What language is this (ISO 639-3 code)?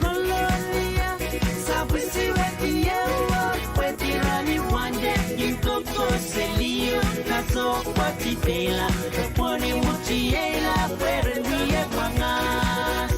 pon